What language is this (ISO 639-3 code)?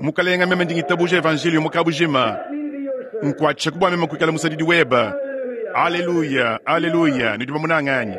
lua